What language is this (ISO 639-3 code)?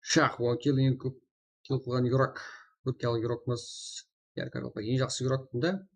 kaa